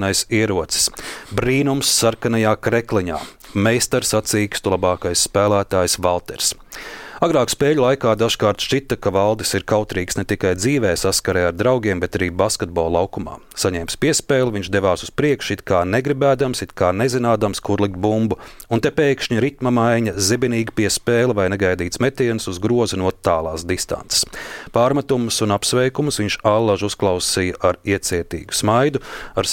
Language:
Latvian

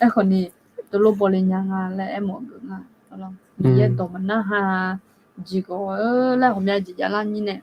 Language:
Akha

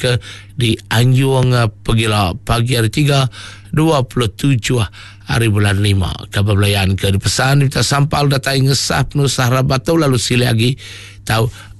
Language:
Iban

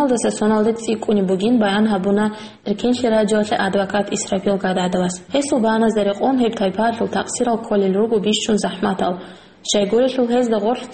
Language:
Avaric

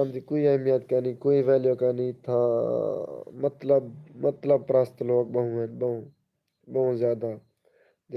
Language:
Saraiki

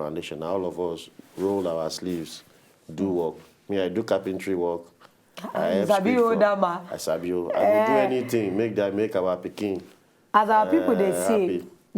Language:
Nigerian Pidgin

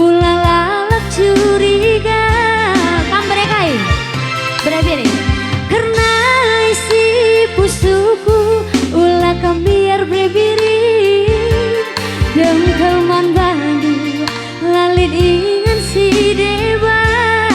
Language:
Batak Karo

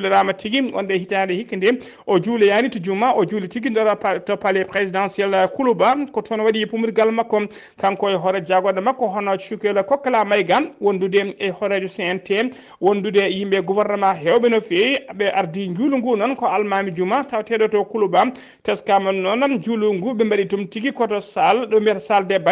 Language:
Fula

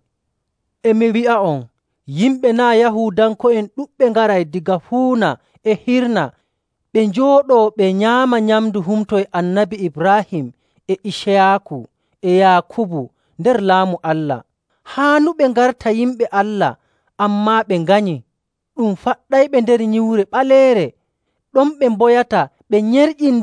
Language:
Nigerian Fulfulde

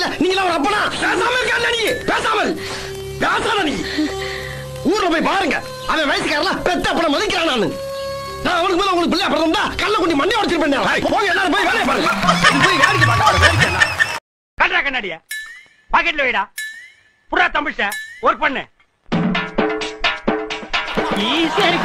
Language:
Tamil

